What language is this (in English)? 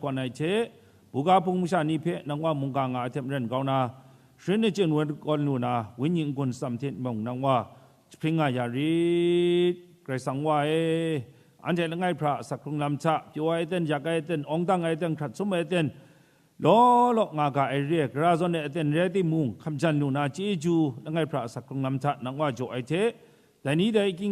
Kachin